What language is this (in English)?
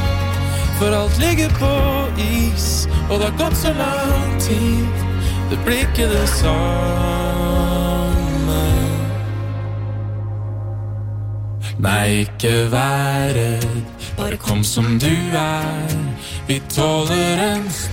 Norwegian